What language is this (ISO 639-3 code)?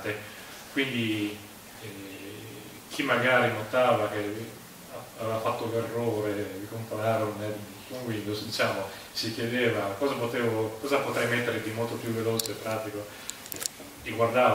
ita